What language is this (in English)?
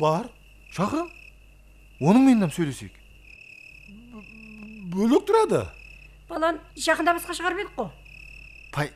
Kara-Kalpak